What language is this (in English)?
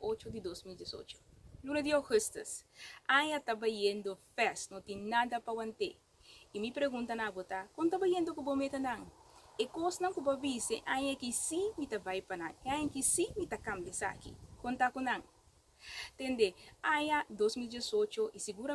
Papiamento